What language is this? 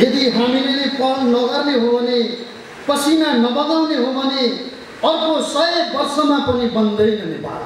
Nepali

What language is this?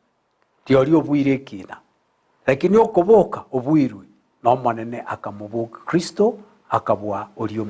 Gusii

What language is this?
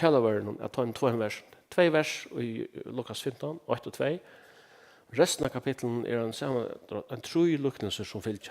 Faroese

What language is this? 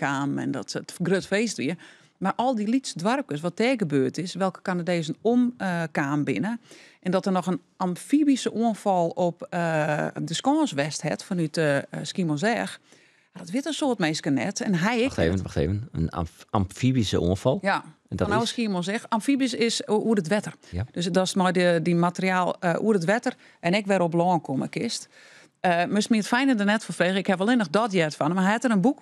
Western Frisian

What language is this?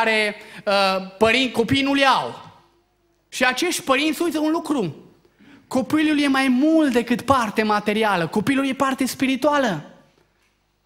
Romanian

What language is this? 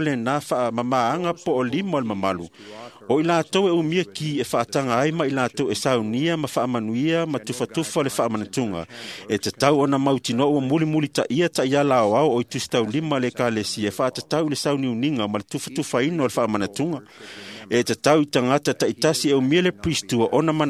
Samoan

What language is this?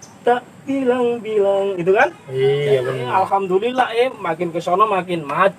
Betawi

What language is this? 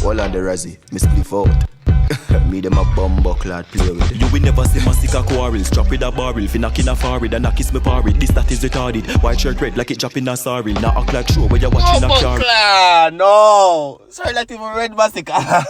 Jamaican Creole English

